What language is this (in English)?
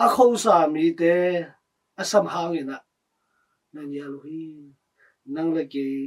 Tedim Chin